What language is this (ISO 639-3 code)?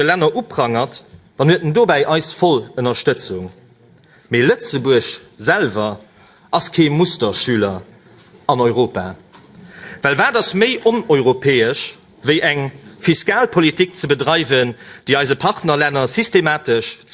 ltz